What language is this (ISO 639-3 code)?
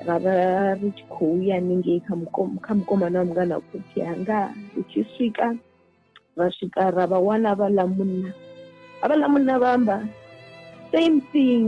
ven